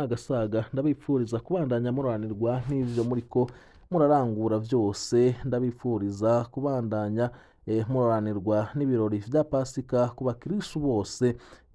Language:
Rundi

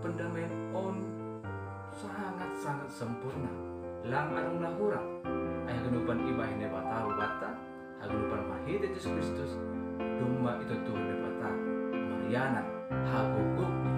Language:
Batak Simalungun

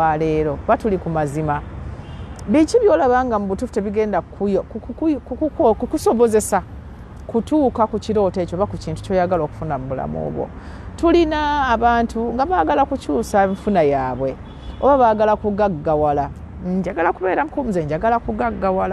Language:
Ganda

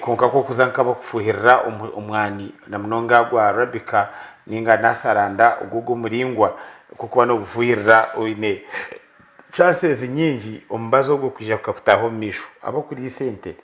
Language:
Nyankole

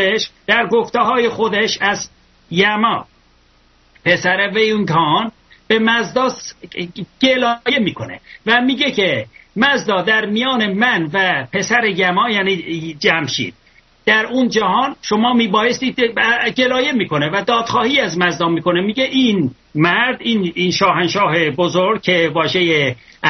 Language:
Persian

